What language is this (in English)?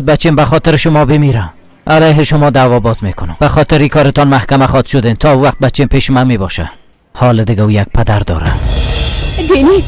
Persian